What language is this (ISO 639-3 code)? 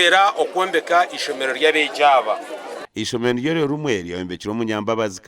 nyn